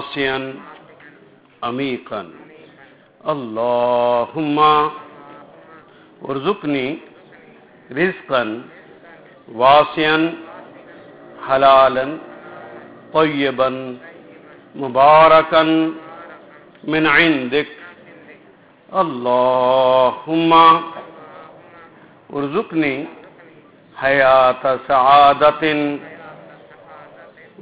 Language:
Urdu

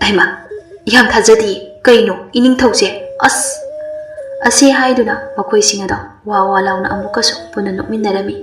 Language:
Manipuri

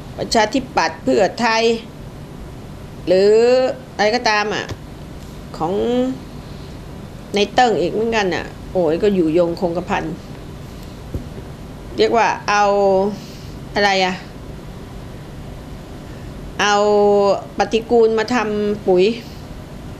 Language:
Thai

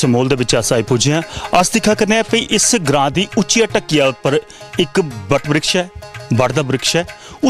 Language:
Dogri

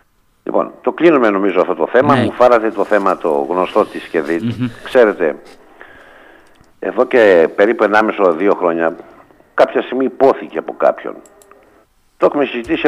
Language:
Greek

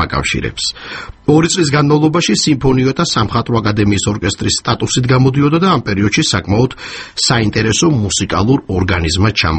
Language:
Georgian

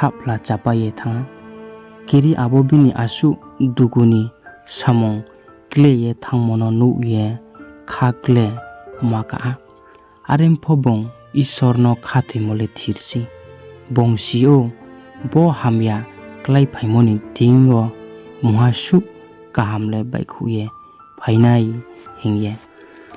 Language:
Riang (India)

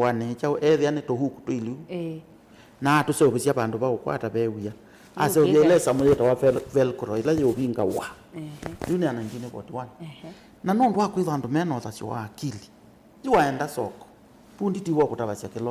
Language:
Kamba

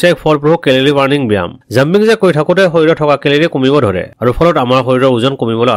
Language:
Assamese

